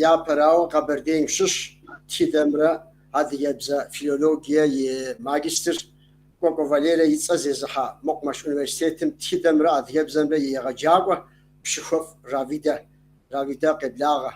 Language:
Kabardian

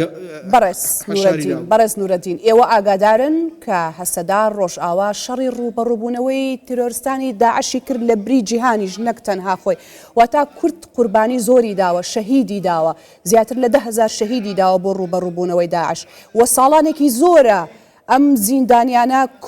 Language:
Central Kurdish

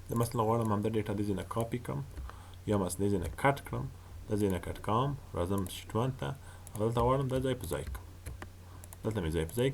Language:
Pashto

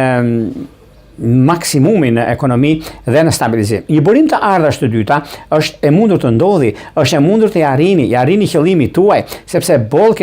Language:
Albanian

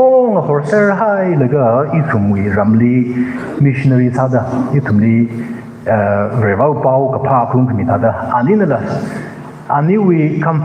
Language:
Tangkhul Naga (India)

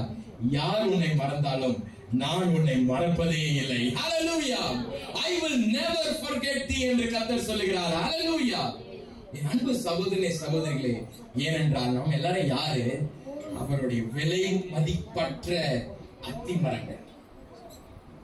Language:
Tamil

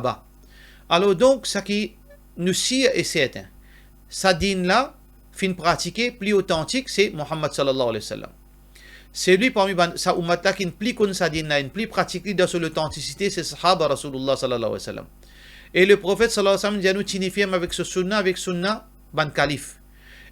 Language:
Morisyen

